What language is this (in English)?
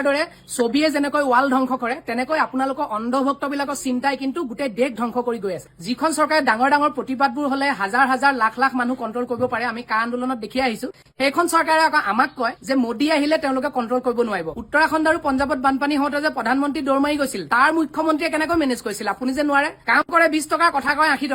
Assamese